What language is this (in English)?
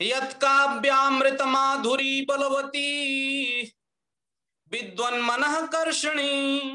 Sanskrit